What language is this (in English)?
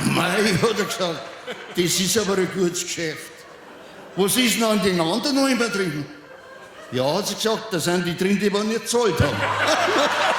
Bavarian